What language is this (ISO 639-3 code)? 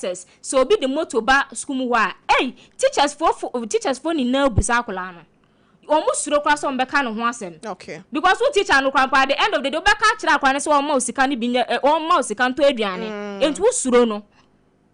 aka